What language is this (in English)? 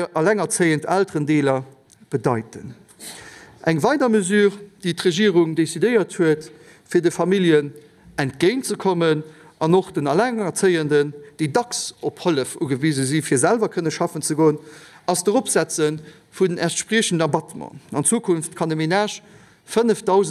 Luxembourgish